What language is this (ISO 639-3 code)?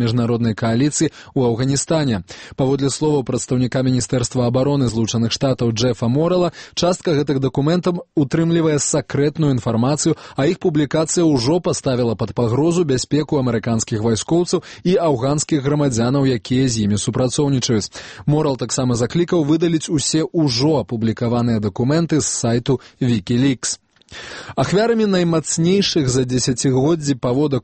bel